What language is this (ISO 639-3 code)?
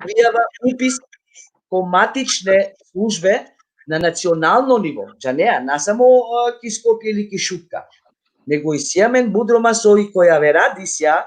rmn